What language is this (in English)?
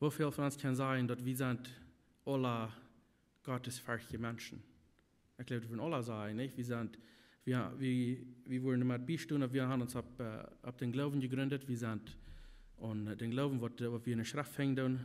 Plautdietsch